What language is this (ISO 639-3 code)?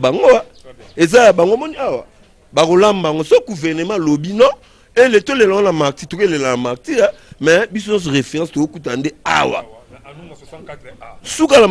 lin